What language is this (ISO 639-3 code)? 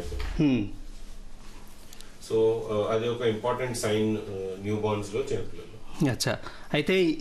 tel